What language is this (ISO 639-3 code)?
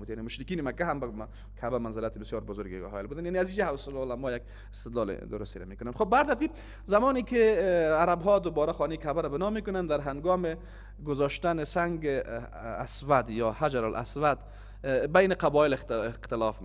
fas